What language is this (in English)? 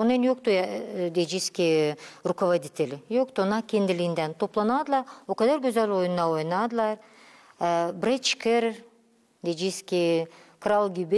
Gagauz